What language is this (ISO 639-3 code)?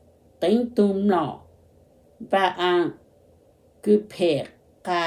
hmn